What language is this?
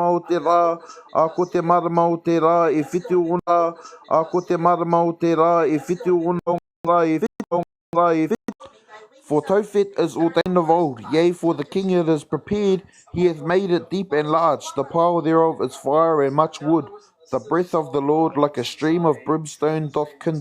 Māori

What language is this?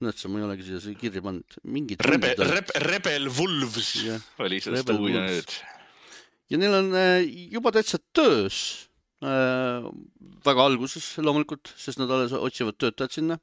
Estonian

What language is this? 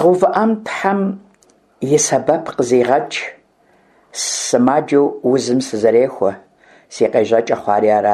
Kabardian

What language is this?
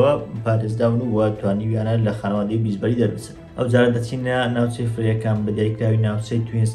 Central Kurdish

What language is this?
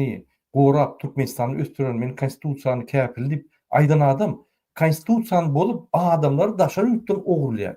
Turkmen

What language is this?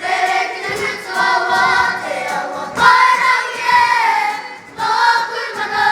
Māori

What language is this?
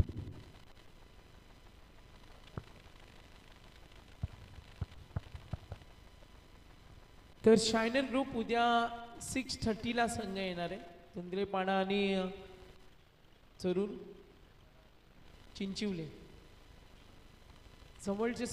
Marathi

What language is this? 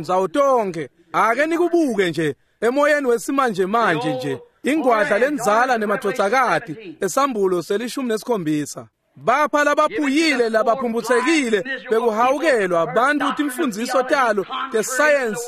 Swati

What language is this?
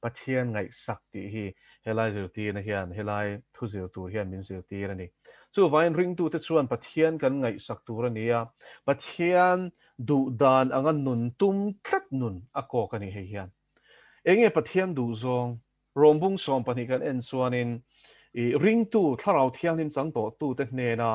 Mizo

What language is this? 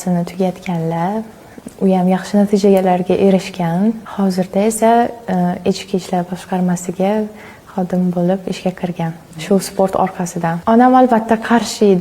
Uzbek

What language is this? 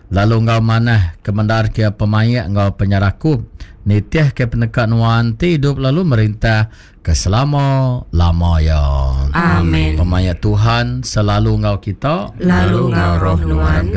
Iban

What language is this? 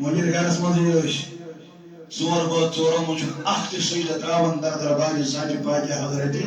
Kashmiri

